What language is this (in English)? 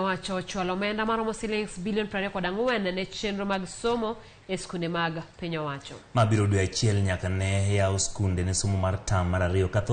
Luo (Kenya and Tanzania)